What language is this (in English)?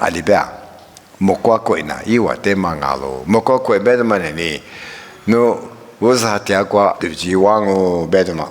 Lisu